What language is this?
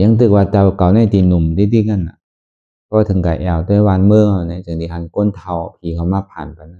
Shan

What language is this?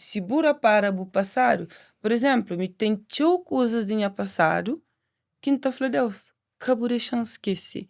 Kabuverdianu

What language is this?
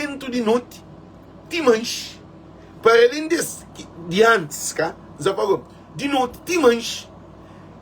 Kabuverdianu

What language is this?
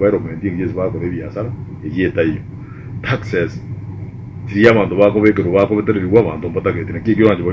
Gusii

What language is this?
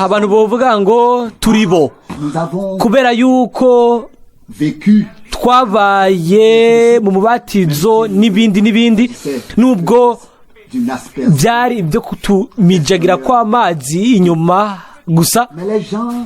Rundi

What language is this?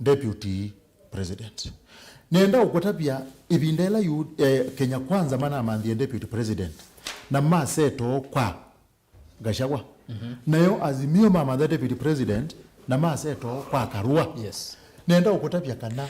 Kamba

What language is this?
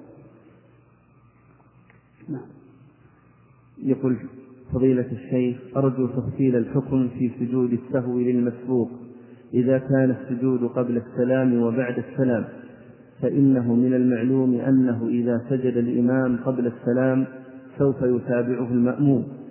Arabic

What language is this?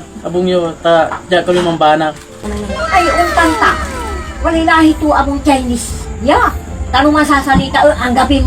Pangasinan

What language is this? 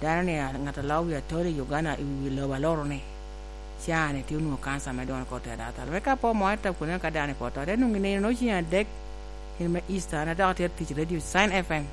Lango (Uganda)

